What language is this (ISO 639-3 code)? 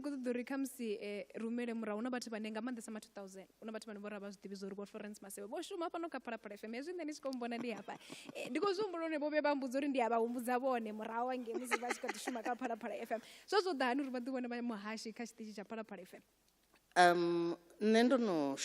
ven